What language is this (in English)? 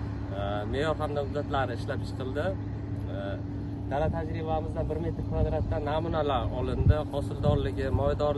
Uzbek